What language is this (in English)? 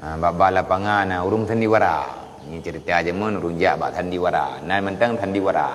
Achinese